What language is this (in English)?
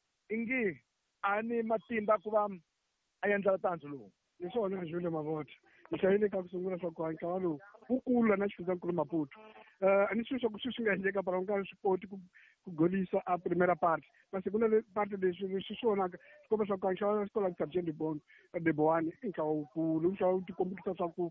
Tsonga